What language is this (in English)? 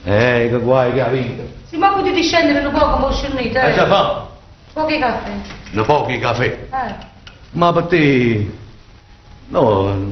Neapolitan